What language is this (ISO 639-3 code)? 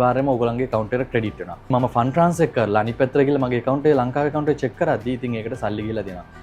sin